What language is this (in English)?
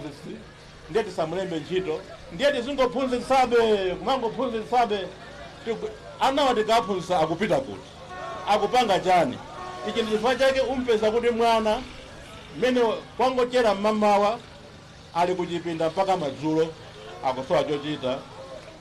Nyanja